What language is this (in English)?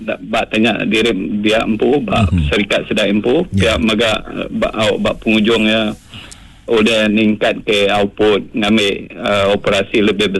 Iban